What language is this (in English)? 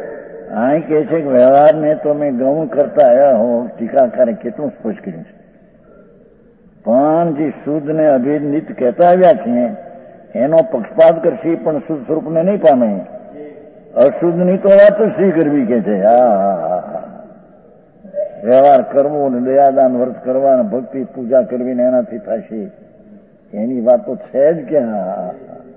Gujarati